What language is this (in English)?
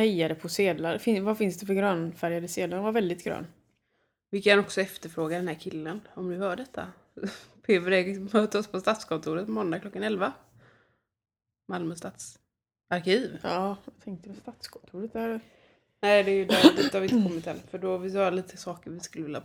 Swedish